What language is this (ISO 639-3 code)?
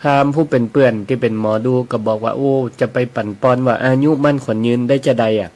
nod